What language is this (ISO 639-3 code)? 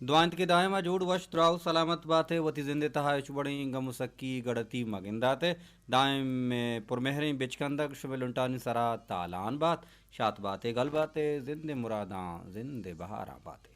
bal